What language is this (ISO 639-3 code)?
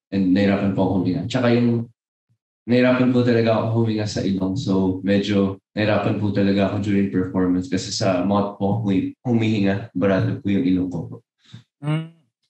fil